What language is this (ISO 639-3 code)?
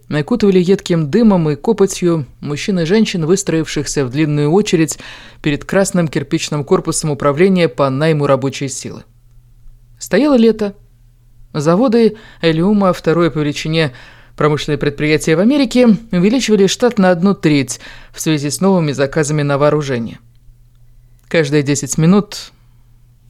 rus